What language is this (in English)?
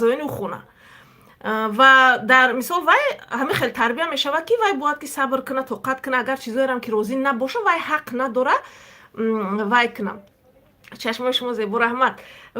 Tajik